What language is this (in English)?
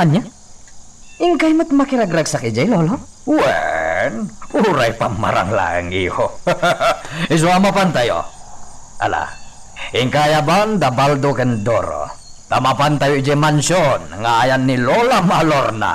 Iloko